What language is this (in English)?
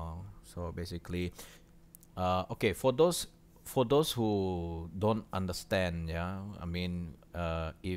Iban